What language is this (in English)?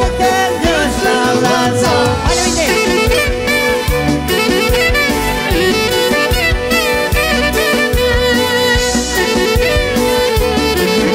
Romanian